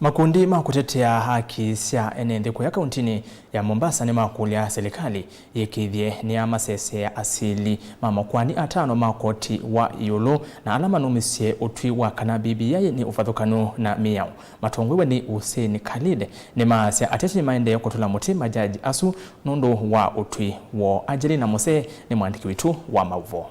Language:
Kamba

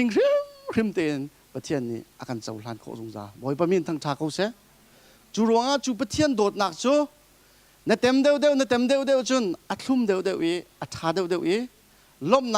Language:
Hakha Chin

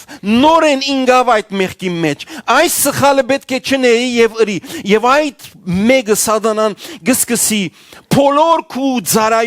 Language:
Western Armenian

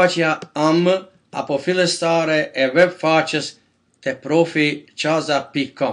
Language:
Albanian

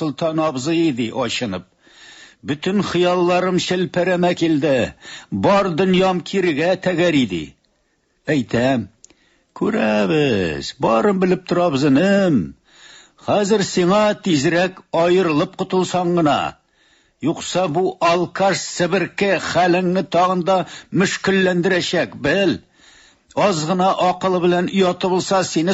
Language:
Tatar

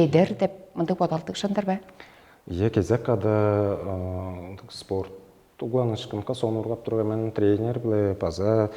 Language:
Tuvinian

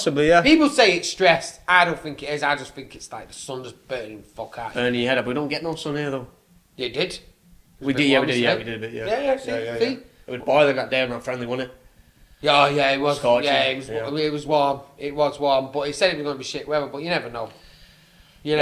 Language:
English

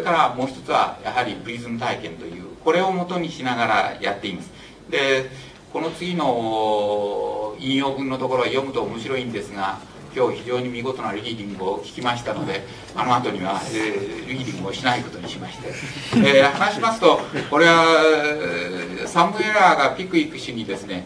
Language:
Japanese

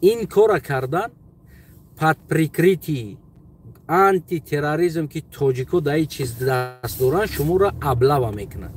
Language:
Tajik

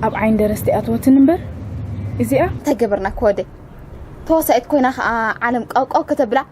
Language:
Tigrinya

